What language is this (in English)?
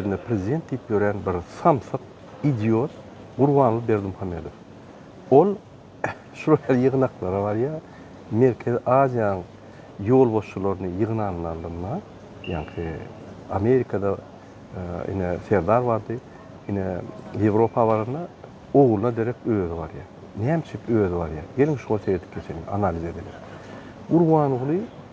Turkmen